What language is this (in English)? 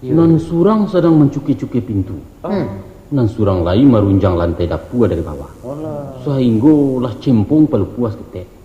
Minangkabau